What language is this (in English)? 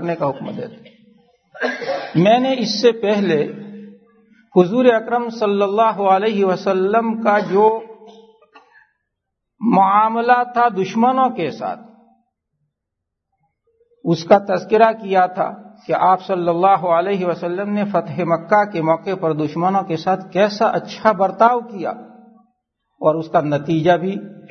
Urdu